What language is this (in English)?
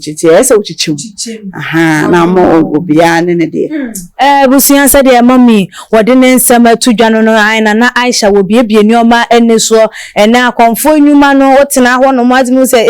Akan